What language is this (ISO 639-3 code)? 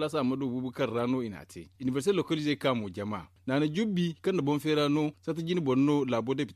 dje